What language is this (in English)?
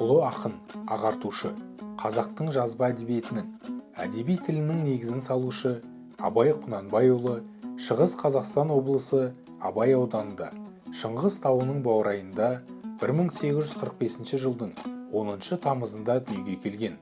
Kazakh